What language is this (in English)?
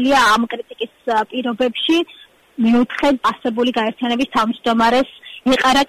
Georgian